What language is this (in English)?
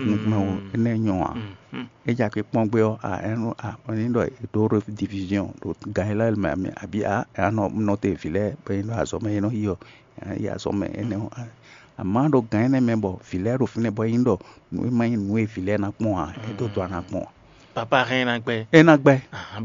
Fon